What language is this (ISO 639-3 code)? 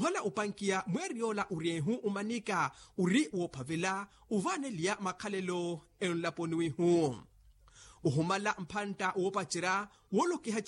vmw